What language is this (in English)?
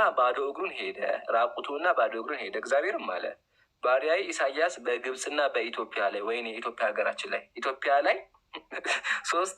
Amharic